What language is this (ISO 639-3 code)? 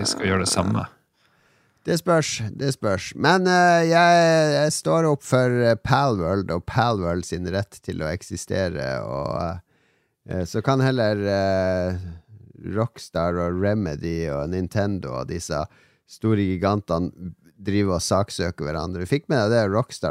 nor